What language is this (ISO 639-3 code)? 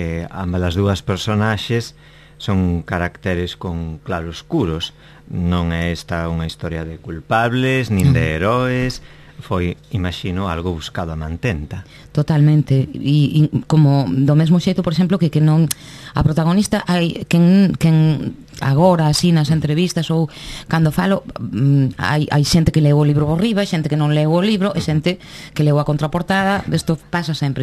glg